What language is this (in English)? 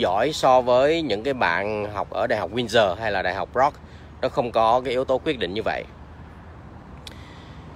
Vietnamese